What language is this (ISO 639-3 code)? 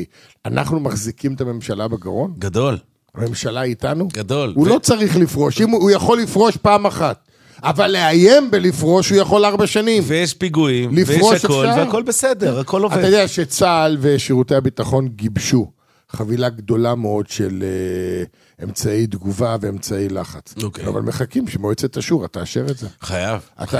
heb